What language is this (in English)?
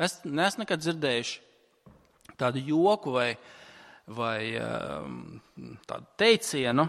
Latvian